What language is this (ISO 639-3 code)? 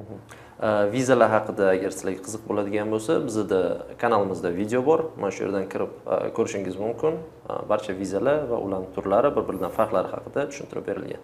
uzb